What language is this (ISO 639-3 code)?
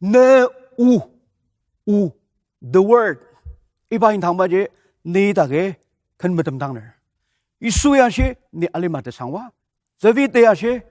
njo